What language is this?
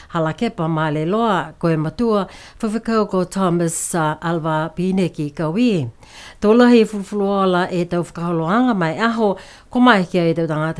Niuean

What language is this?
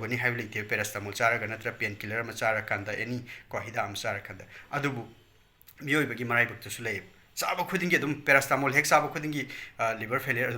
Manipuri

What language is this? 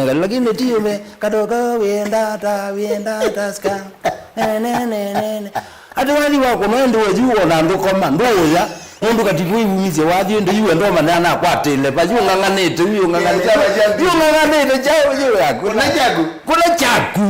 Kamba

